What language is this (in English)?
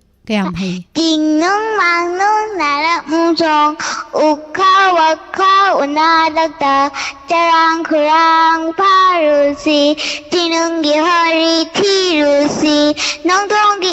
Manipuri